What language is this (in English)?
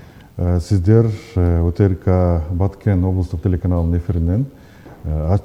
Kyrgyz